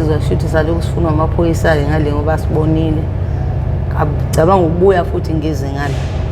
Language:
Zulu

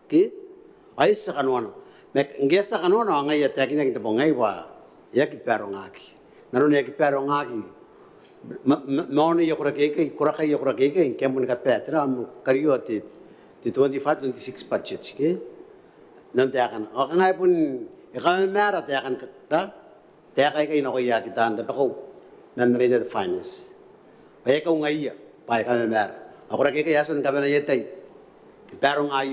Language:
Gilbertese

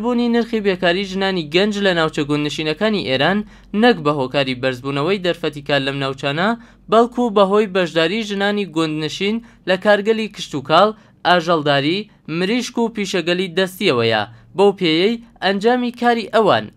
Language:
Central Kurdish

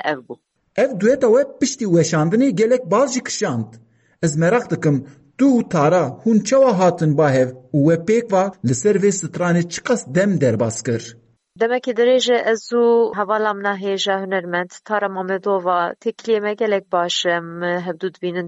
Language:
Kurdish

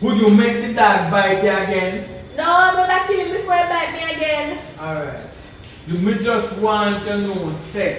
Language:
Jamaican Creole English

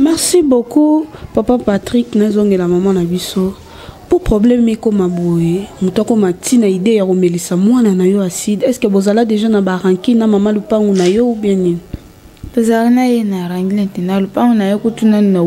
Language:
Lingala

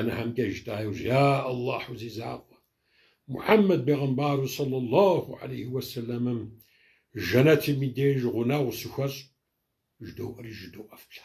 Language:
Kabardian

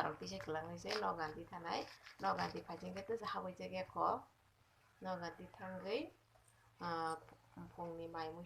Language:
Kok Borok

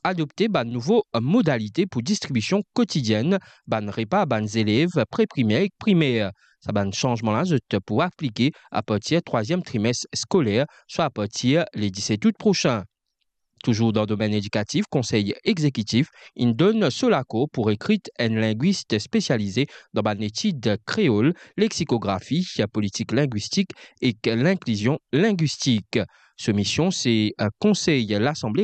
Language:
Morisyen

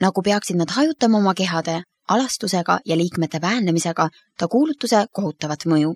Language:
Estonian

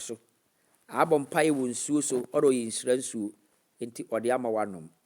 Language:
Akan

